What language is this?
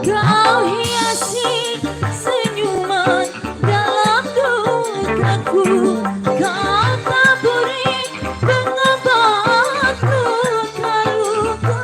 Betawi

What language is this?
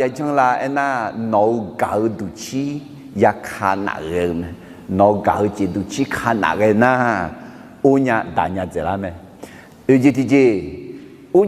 Akha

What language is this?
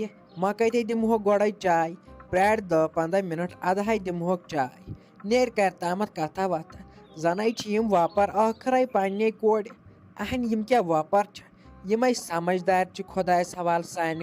Kashmiri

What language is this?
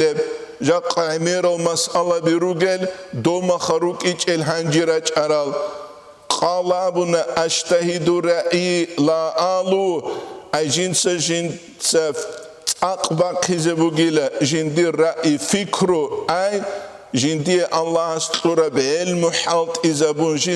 Avaric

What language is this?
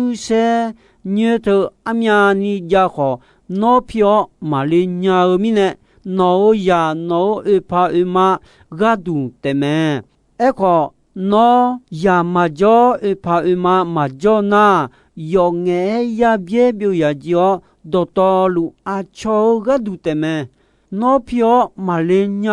Akha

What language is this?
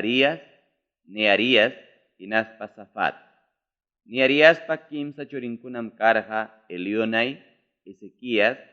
Ayacucho Quechua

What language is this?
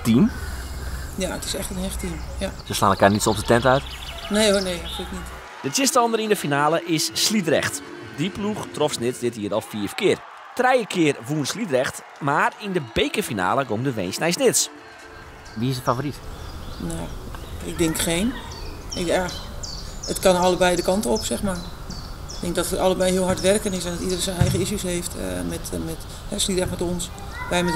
Western Frisian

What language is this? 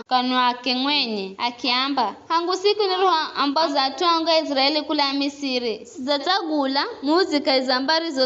Giryama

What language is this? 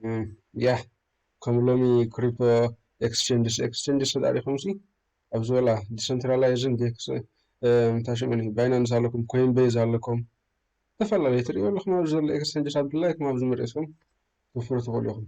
Tigrinya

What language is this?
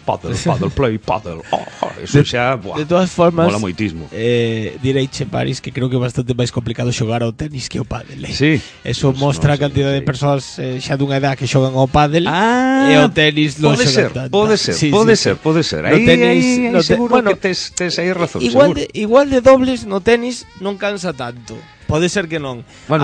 Galician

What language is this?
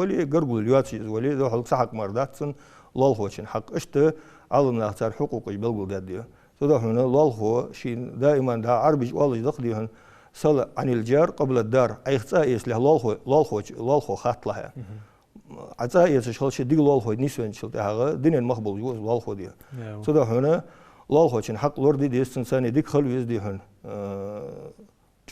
Ingush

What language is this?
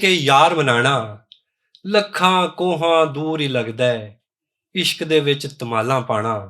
Western Panjabi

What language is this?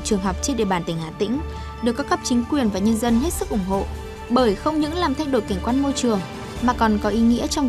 Vietnamese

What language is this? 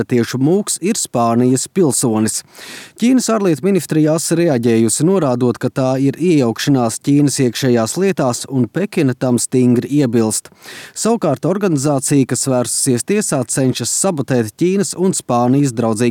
Latvian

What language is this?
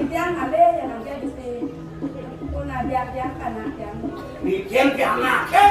Balinese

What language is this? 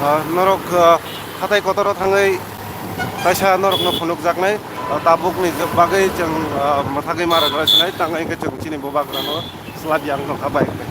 Kok Borok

